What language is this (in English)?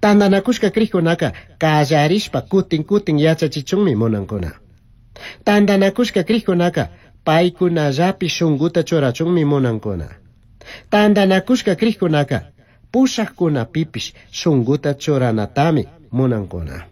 Chimborazo Highland Quichua